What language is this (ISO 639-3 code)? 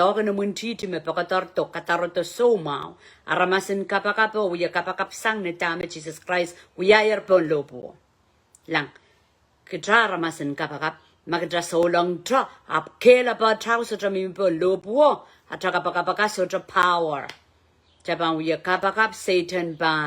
pon